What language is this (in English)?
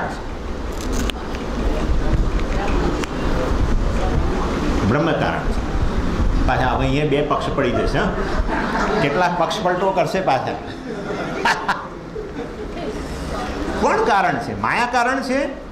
Gujarati